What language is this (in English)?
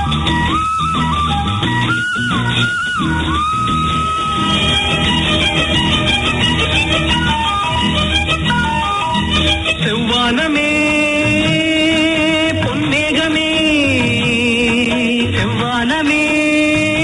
Tamil